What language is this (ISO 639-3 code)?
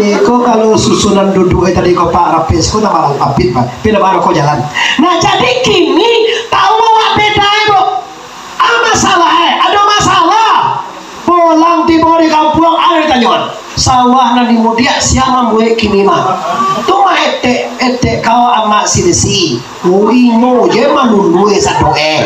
min